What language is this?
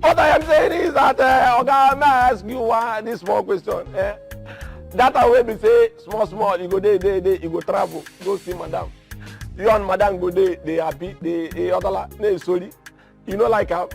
Nigerian Pidgin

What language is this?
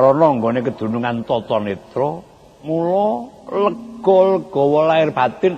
Javanese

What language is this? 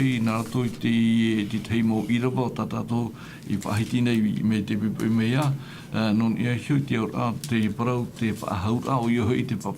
Tahitian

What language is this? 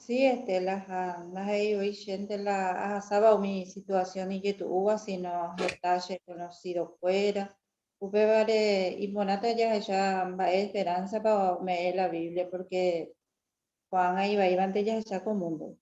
Guarani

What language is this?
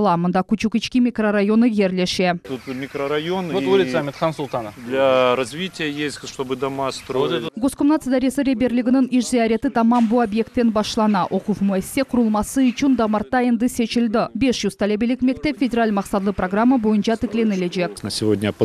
Crimean Tatar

